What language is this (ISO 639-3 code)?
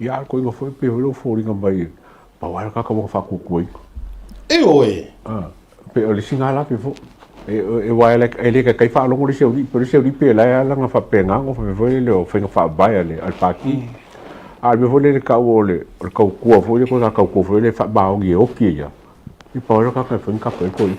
smo